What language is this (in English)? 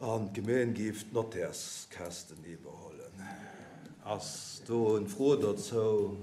Luxembourgish